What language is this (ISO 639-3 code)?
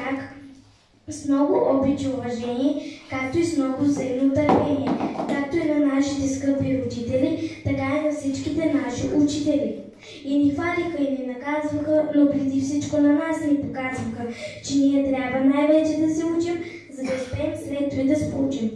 bul